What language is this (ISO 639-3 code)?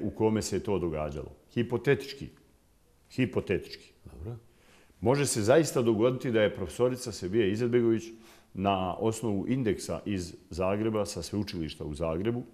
bos